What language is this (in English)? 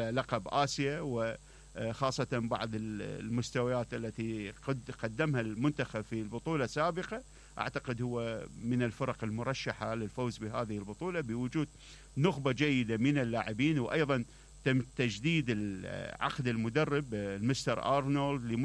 Mesopotamian Arabic